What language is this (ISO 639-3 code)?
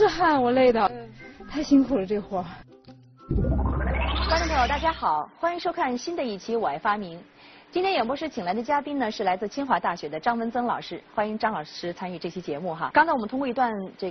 zho